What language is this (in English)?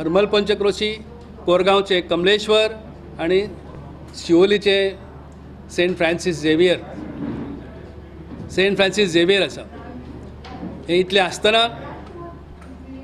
Konkani